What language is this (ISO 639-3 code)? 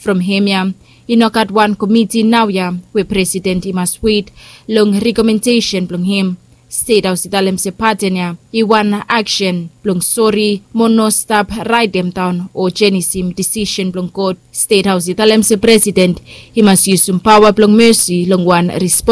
bis